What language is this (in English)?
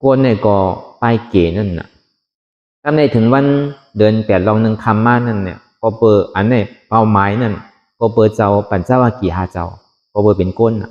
Shan